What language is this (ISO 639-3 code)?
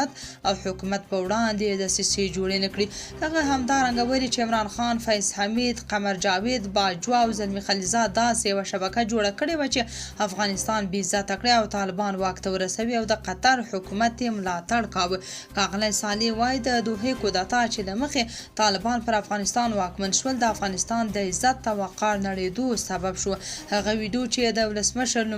pus